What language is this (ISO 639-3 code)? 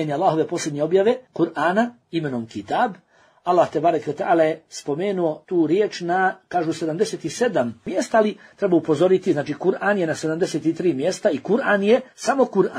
bos